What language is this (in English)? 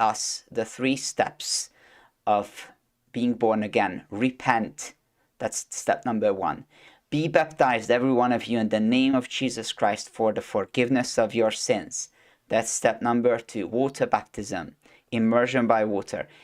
English